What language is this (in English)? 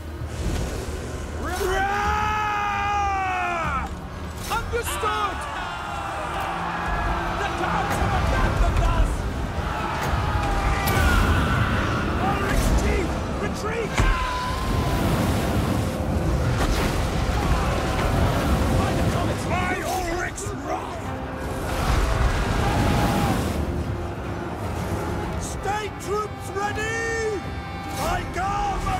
English